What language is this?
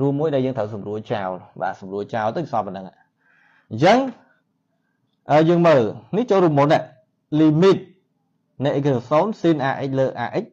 Khmer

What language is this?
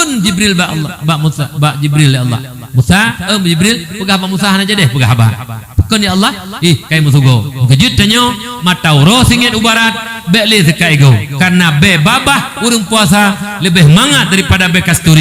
Achinese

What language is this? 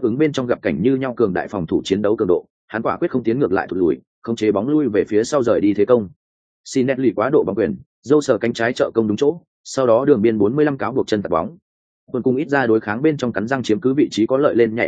Vietnamese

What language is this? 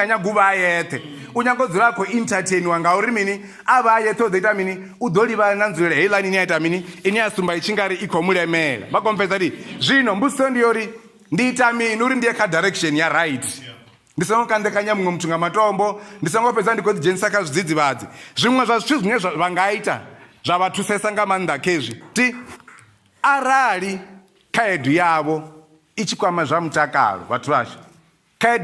Venda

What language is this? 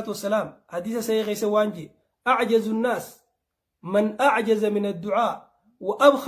Oromo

